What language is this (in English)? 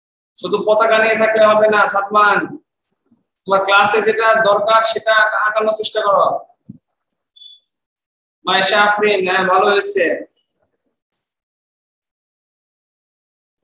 Bangla